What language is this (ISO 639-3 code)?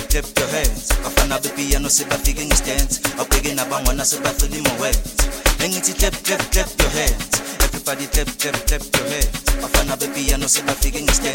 zul